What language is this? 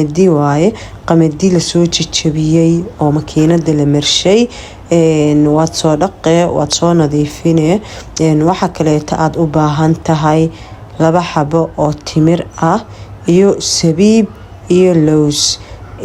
Somali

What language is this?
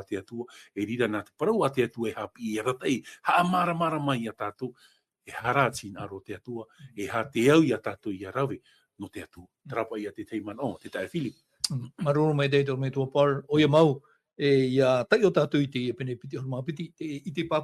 Tahitian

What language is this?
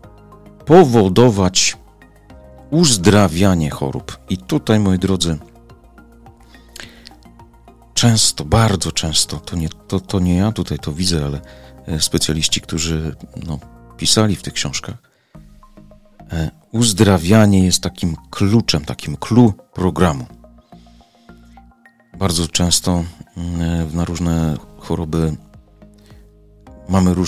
Polish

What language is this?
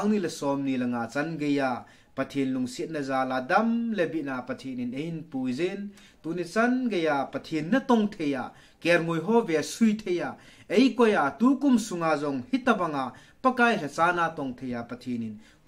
Thado Chin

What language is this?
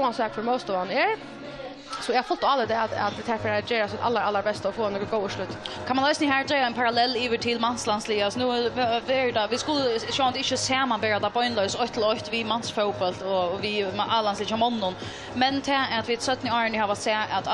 Faroese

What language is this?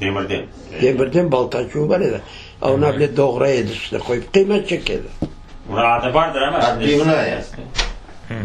Crimean Tatar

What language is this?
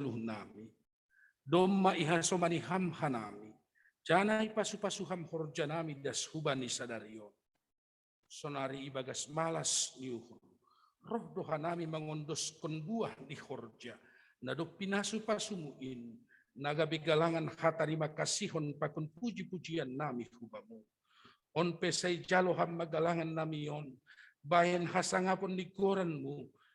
Batak Simalungun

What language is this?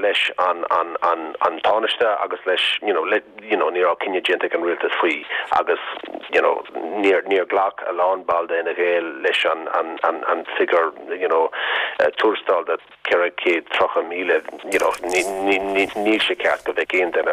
Irish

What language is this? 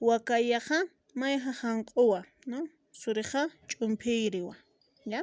Aymara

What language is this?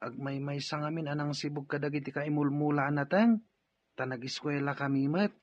Iloko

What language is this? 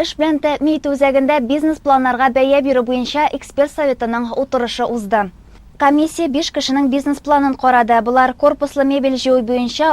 Tatar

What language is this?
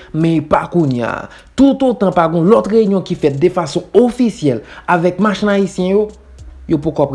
Haitian Creole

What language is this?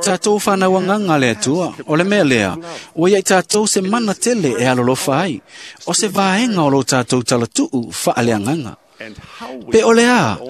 Samoan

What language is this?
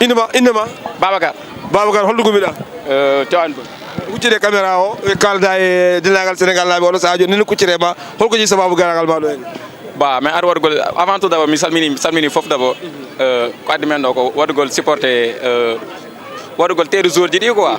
Fula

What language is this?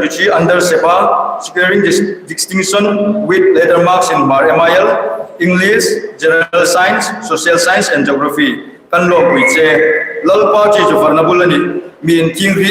Hmar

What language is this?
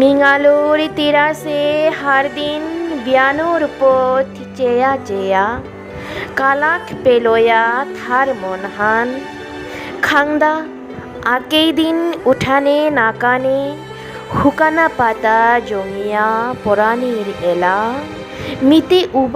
Bishnupriya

